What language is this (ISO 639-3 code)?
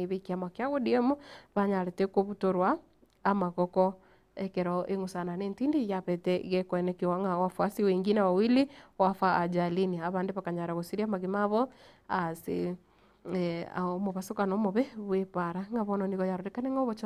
guz